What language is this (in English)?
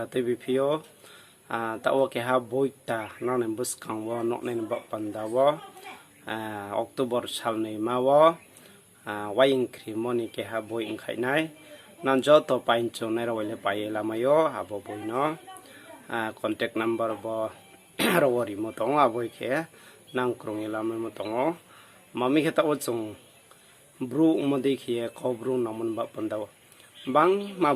Riang (India)